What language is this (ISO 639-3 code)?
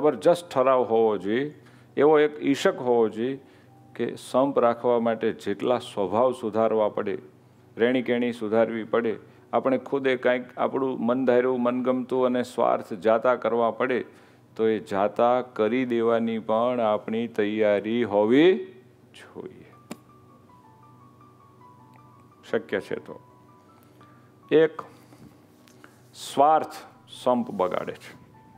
guj